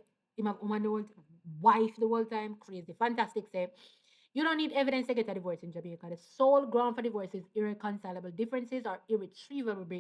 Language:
Jamaican Creole English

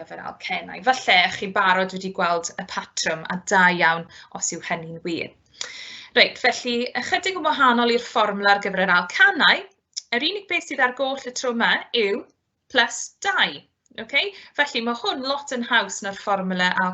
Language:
Welsh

